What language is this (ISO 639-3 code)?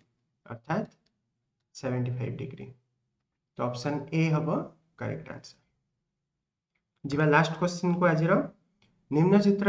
ori